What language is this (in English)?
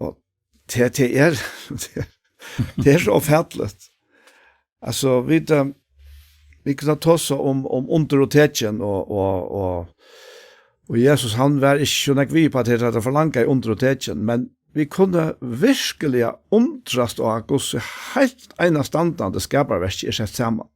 Faroese